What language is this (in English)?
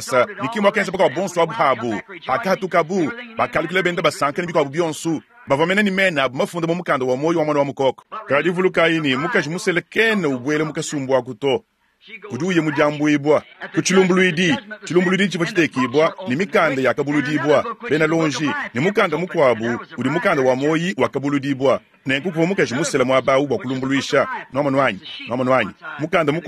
Luba-Lulua